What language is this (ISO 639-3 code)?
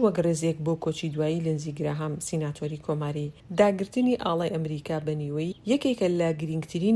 ckb